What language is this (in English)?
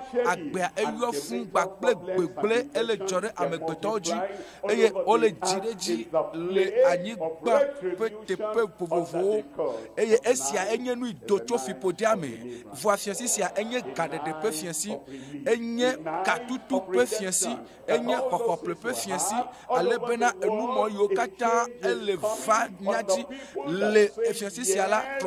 Ewe